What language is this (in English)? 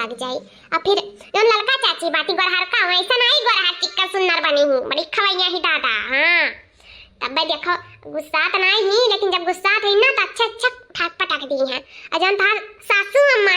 Awadhi